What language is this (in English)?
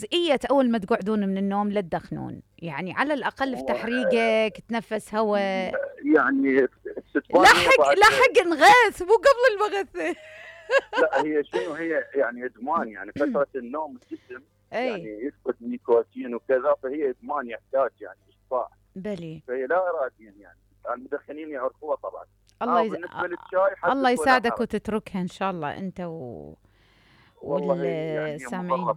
Mesopotamian Arabic